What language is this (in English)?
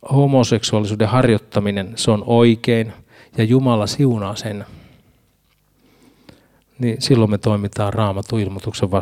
Finnish